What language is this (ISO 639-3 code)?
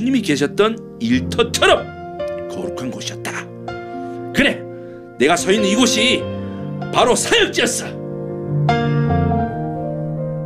kor